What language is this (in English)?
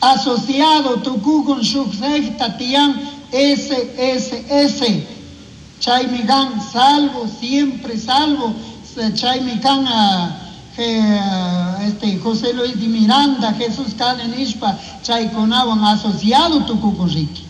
Chimborazo Highland Quichua